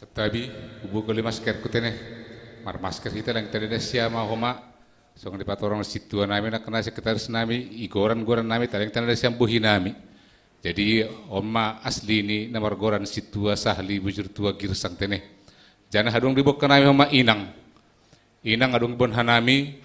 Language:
Batak Simalungun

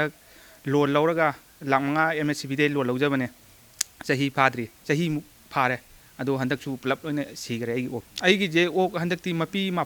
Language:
Manipuri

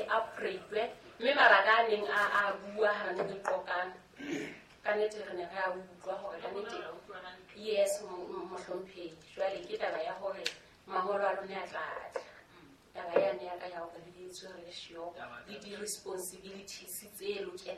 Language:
Southern Sotho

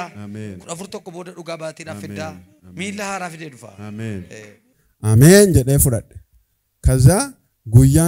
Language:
Oromo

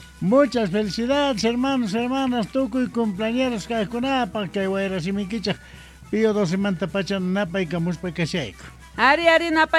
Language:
Quechua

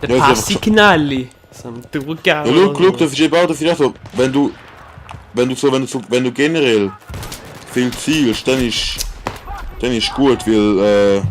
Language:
Swiss German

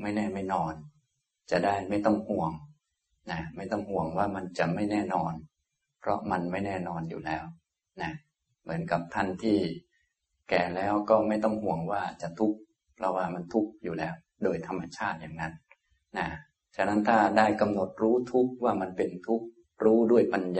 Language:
Thai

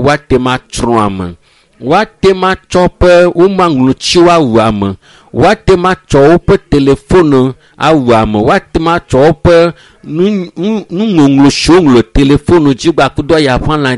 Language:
Ewe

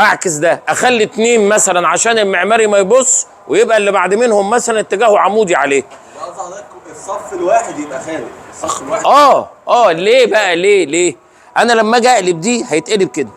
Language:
Egyptian Arabic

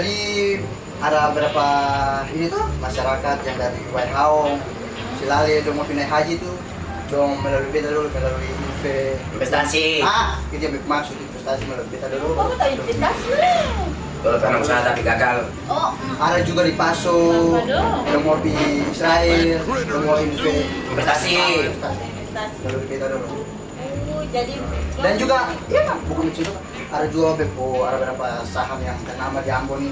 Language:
Ambonese Malay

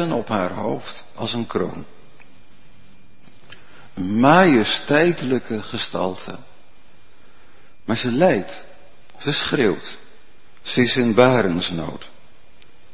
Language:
Dutch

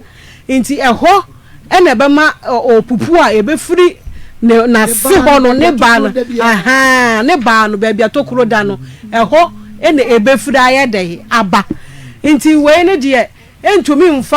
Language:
Akan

